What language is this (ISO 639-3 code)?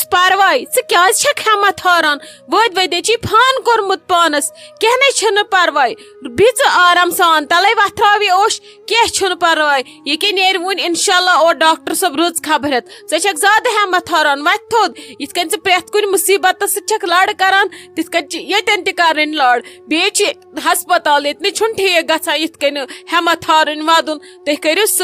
kas